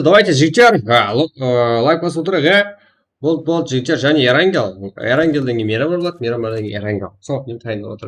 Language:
Kara-Kalpak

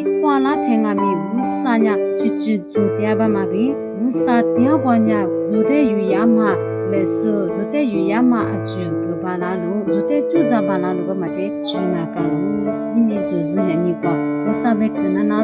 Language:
Lisu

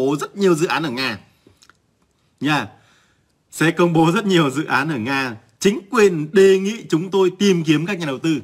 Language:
Vietnamese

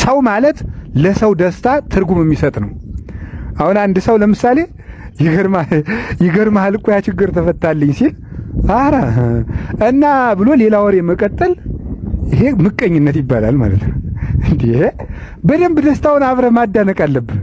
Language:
Amharic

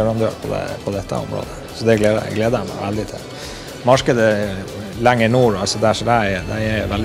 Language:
Norwegian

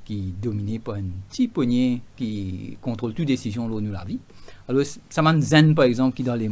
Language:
Morisyen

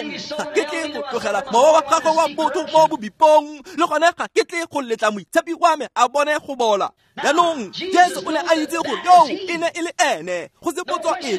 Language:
Tswana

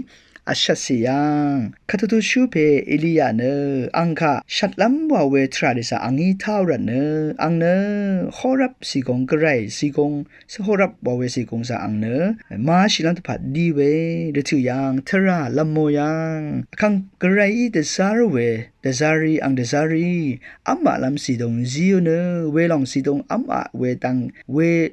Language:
Rawang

